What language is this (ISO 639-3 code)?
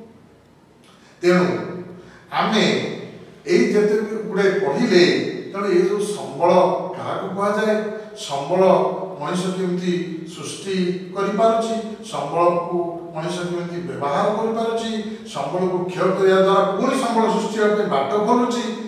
ori